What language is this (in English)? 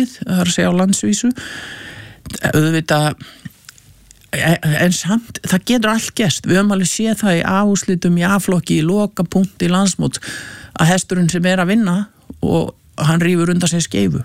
Icelandic